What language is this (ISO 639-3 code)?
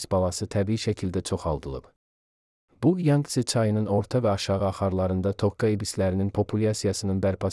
aze